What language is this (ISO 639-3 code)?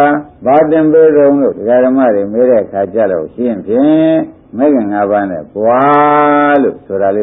mya